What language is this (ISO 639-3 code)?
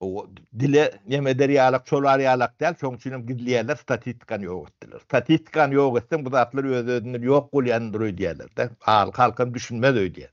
tuk